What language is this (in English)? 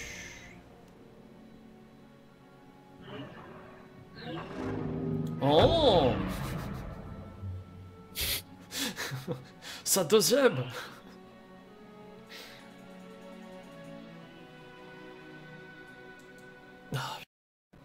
French